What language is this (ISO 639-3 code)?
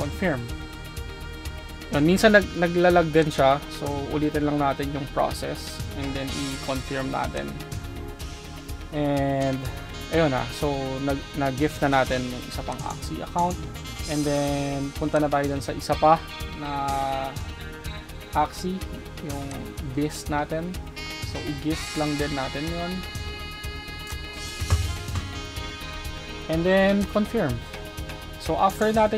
fil